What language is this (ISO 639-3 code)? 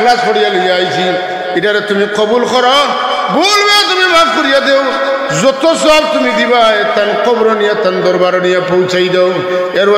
syl